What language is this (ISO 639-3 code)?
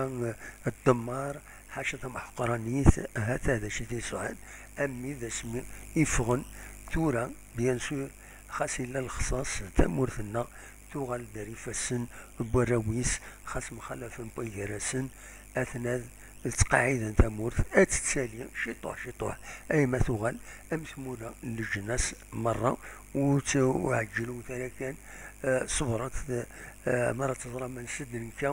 kab